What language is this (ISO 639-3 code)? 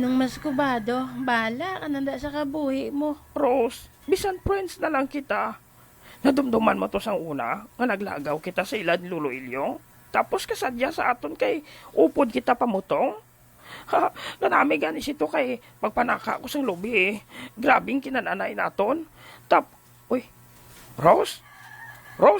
hil